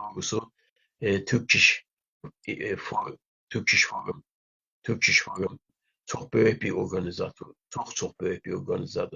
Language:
South Azerbaijani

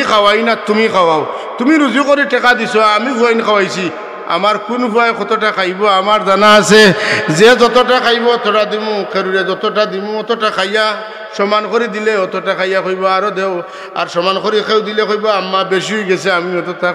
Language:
Sylheti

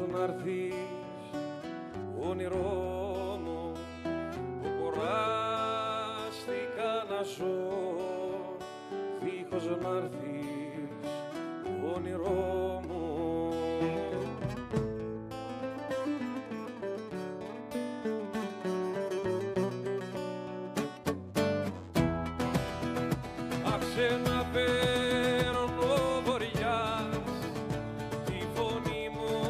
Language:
Greek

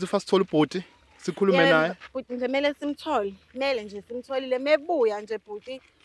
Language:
Zulu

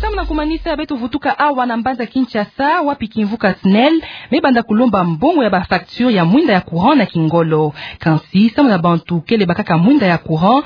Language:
Kituba (Democratic Republic of Congo)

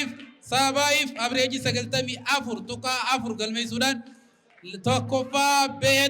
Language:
Oromo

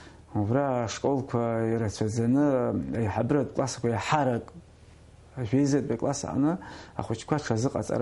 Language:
Abkhazian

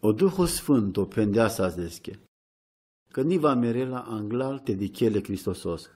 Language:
Romany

